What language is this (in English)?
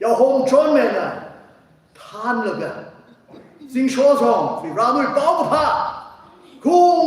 Tangkhul Naga (India)